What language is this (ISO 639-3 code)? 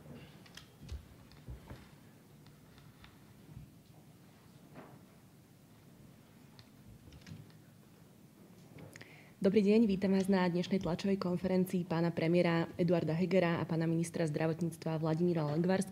slk